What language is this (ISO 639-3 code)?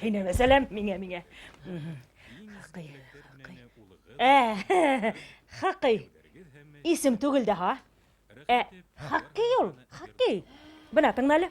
bak